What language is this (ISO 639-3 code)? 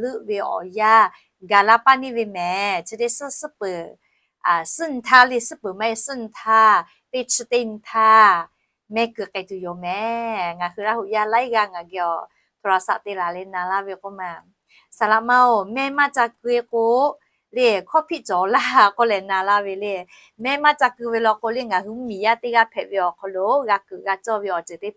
lhu